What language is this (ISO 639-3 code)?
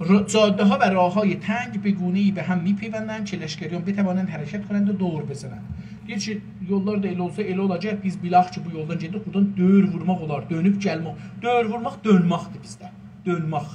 azb